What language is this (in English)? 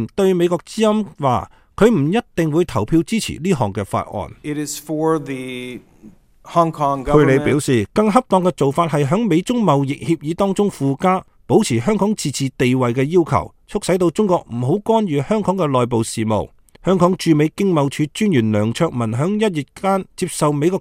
Cantonese